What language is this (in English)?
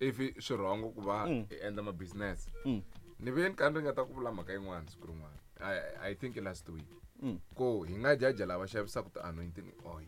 Tsonga